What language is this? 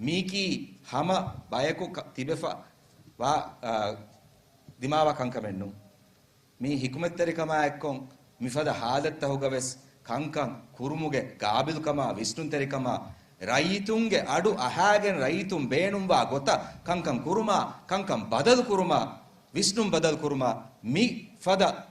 Divehi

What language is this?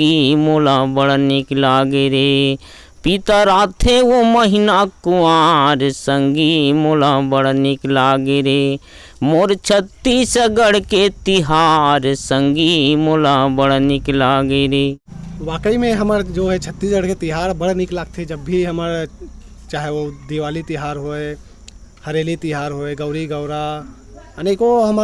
Chhattisgarhi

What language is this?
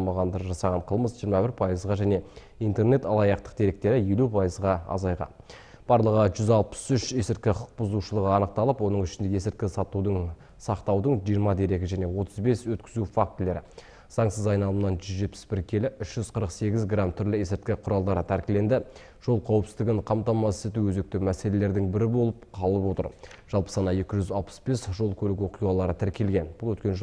Kazakh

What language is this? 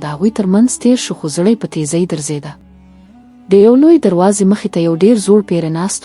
Pashto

